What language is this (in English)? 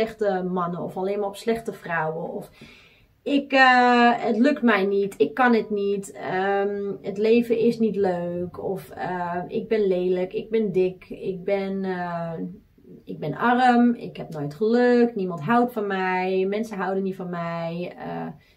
Dutch